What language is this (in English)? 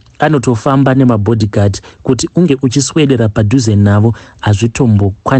Shona